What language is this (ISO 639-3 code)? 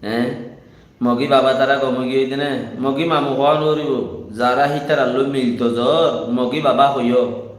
rhg